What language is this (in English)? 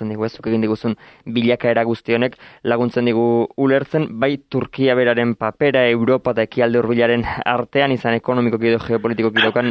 Basque